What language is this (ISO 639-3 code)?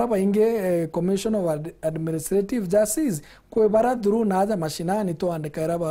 mer